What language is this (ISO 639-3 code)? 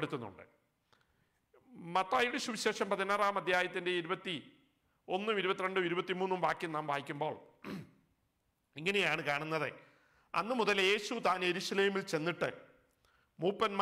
mal